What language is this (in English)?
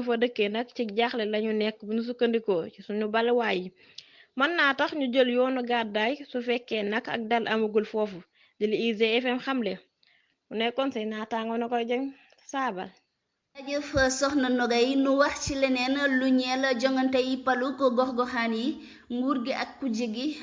Wolof